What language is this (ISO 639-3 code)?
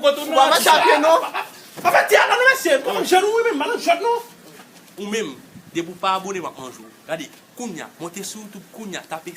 hat